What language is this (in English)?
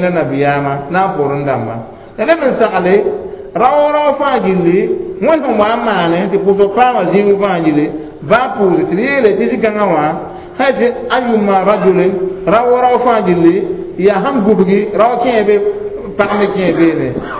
Mossi